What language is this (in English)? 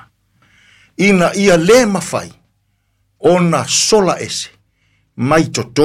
Samoan